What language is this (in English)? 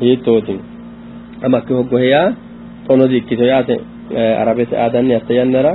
Sidamo